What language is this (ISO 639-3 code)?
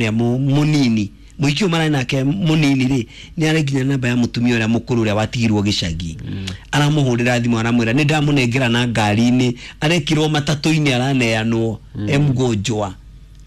kik